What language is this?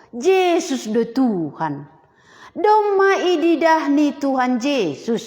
Batak Simalungun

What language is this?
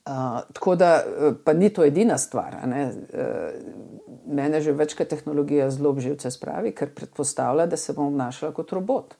Slovenian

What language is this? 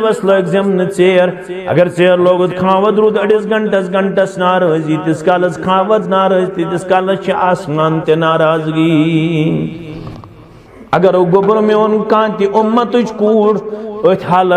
Kashmiri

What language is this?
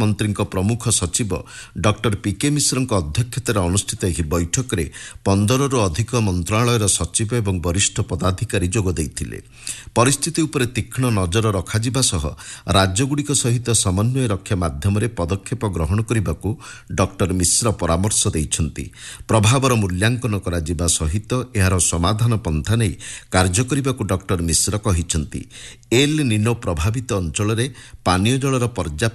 Odia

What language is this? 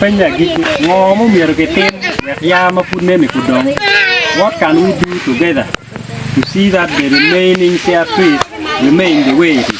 Acoli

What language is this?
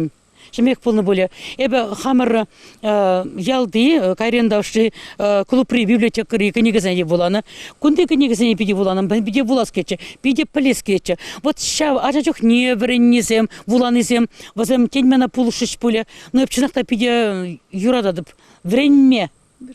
Chuvash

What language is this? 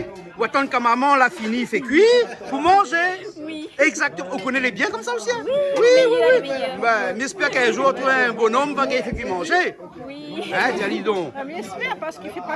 Réunion Creole French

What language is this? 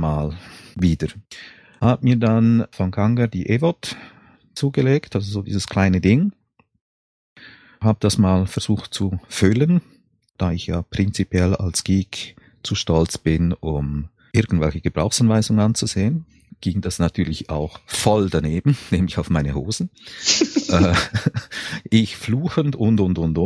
German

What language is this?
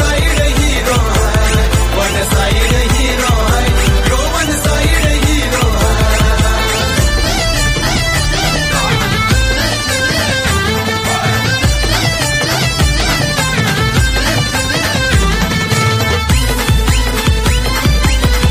Marathi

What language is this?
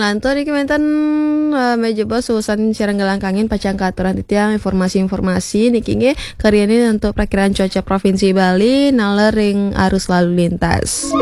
Balinese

